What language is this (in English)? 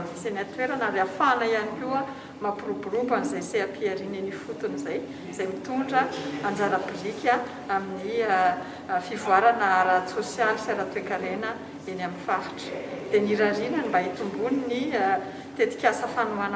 Malagasy